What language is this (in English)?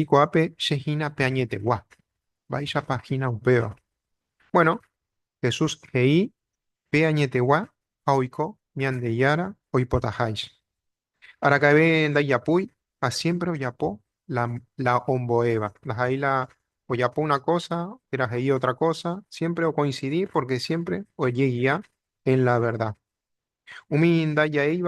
Guarani